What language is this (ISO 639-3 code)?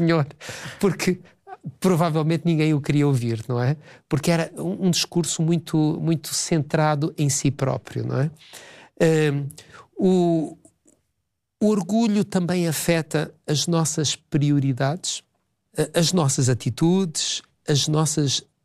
por